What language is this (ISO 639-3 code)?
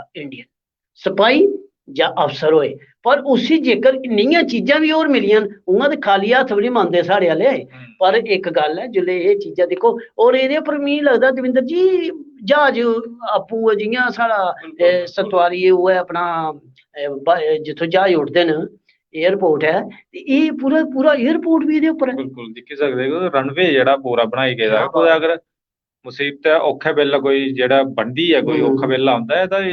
doi